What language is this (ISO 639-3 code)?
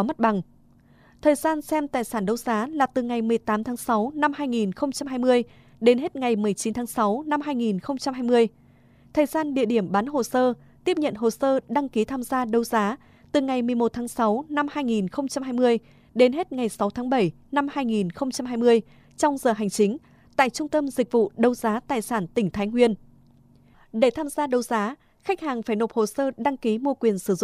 vie